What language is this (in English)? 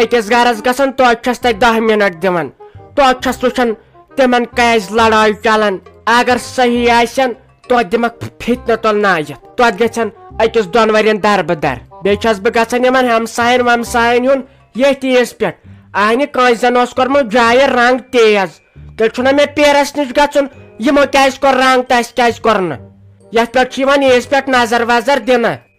Kashmiri